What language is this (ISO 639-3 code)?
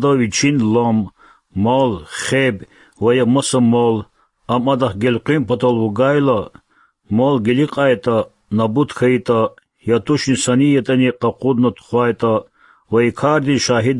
kat